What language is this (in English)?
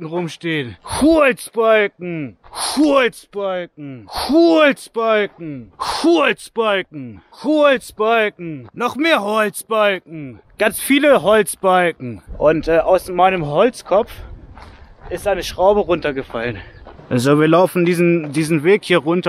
German